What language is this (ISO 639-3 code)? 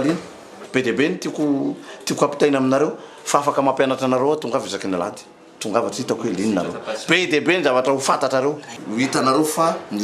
mlg